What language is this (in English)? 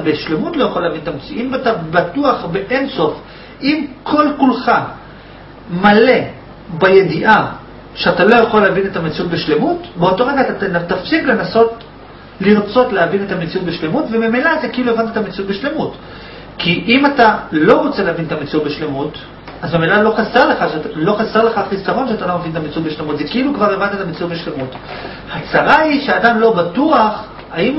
Hebrew